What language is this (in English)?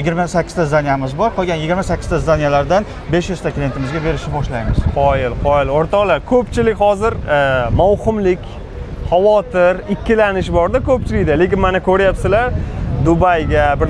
Uzbek